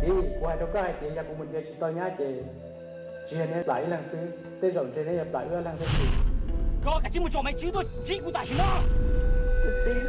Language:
Hmong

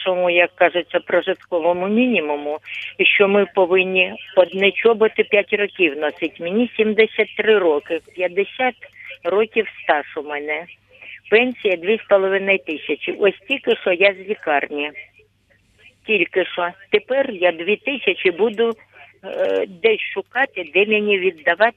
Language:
Ukrainian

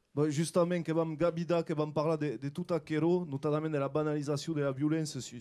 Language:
Occitan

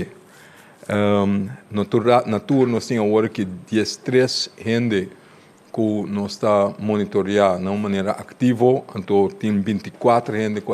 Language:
Papiamento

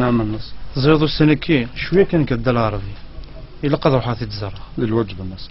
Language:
Kabyle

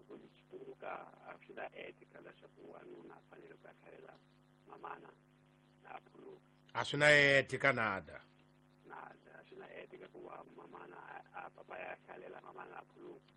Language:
Tsonga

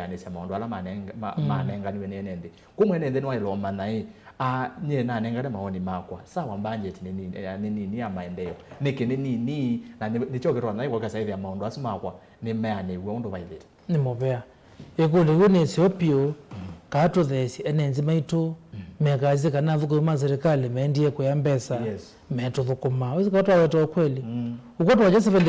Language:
Kamba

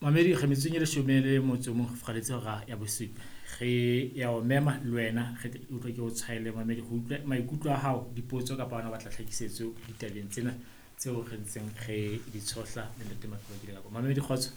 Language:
Southern Sotho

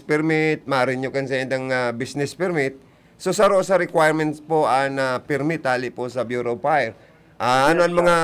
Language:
Bikol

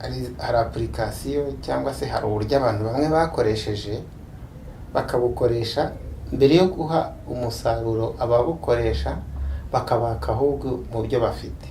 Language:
Kinyarwanda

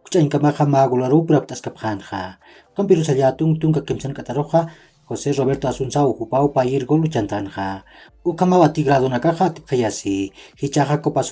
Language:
Aymara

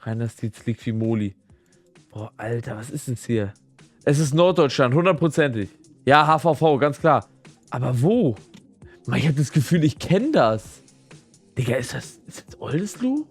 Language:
Swiss German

